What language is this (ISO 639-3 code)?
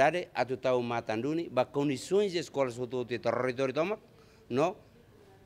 tet